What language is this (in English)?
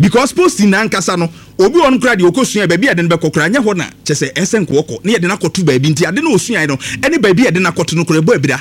Akan